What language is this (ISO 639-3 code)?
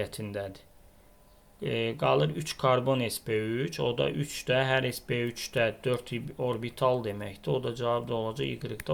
aze